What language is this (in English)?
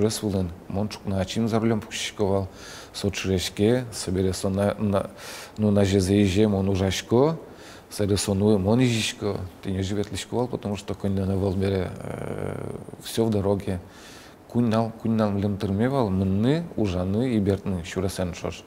Udmurt